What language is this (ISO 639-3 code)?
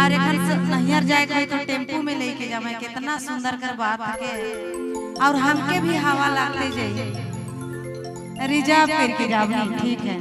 sck